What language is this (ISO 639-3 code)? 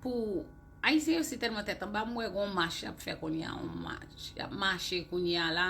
hat